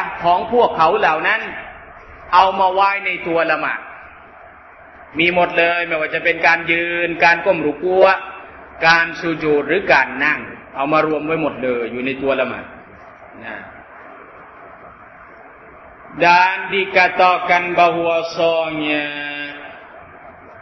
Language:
Thai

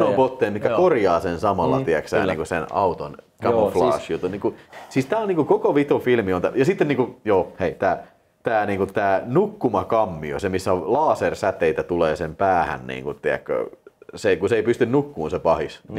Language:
Finnish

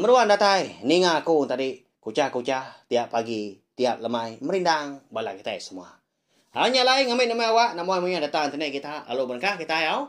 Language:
Iban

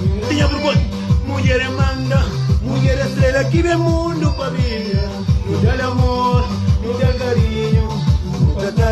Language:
Kabuverdianu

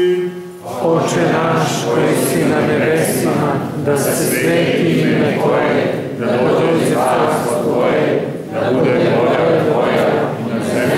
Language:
Serbian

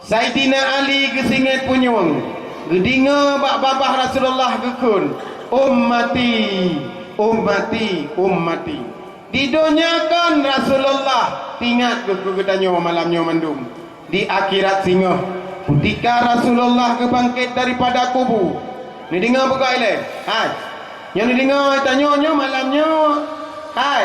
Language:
Achinese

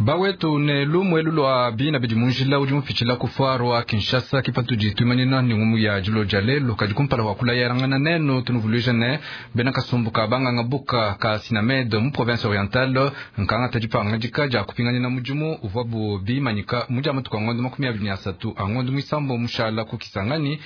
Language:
Luba-Lulua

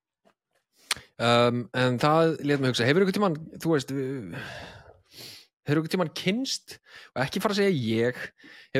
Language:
Icelandic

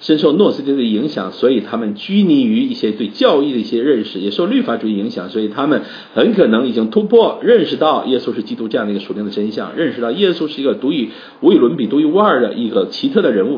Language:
Chinese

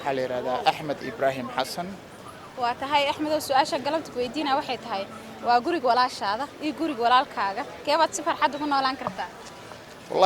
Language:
Somali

